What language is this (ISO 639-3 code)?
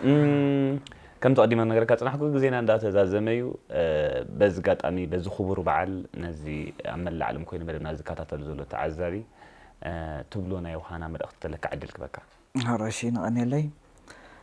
tir